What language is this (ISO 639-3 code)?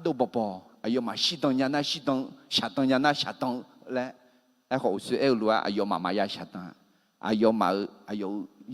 ahk